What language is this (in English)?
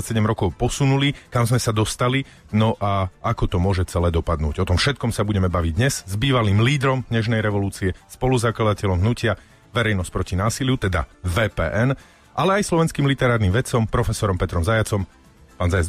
Slovak